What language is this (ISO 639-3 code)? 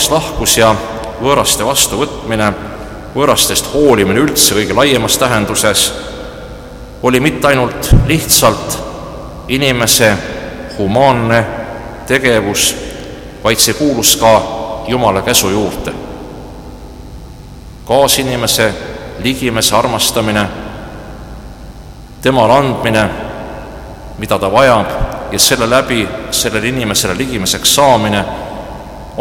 est